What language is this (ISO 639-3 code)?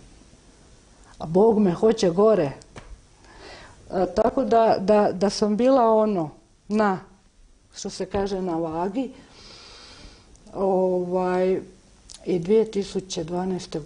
hrv